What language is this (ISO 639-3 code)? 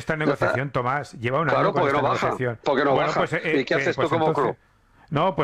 spa